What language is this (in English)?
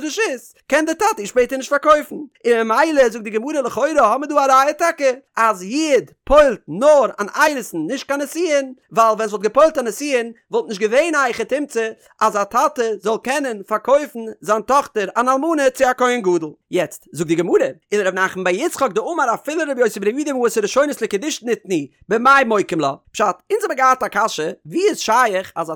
Yiddish